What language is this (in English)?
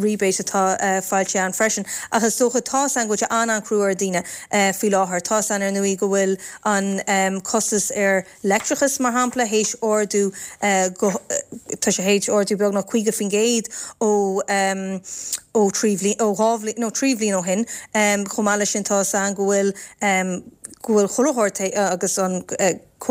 Irish